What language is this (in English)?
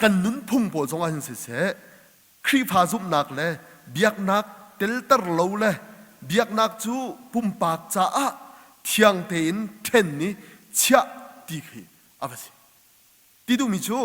Hakha Chin